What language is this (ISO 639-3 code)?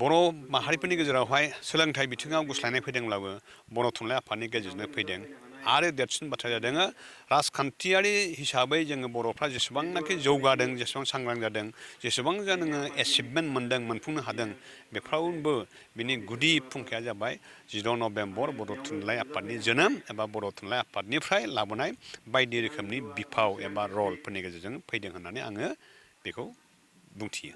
brx